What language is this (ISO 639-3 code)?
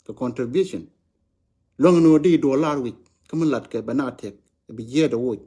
nus